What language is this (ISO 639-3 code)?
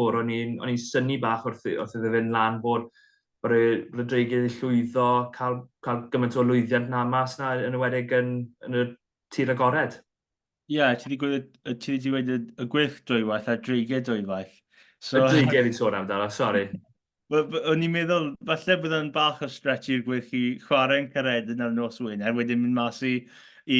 cym